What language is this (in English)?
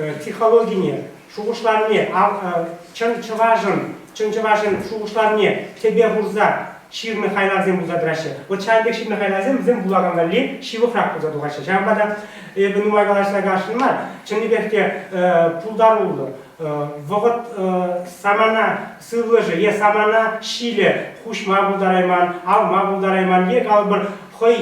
Chuvash